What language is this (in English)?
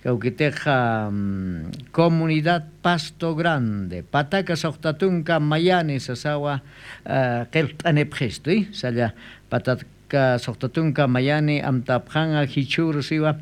Aymara